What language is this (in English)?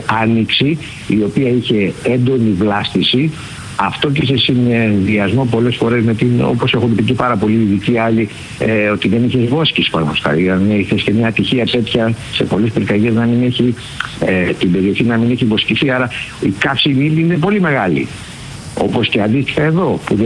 Greek